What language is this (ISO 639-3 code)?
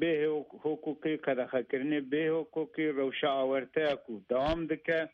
kur